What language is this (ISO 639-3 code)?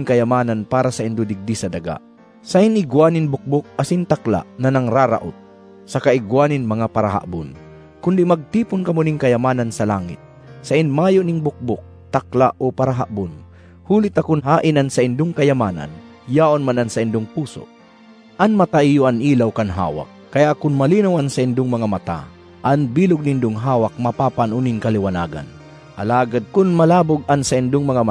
bik